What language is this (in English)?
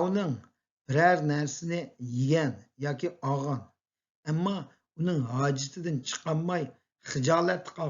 Uyghur